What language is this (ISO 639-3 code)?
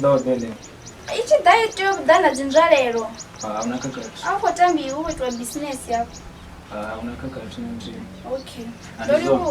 ven